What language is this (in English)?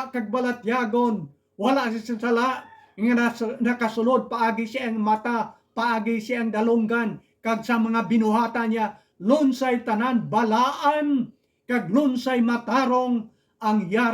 Hiligaynon